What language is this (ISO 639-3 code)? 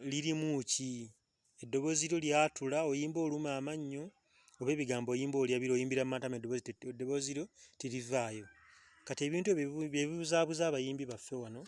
lug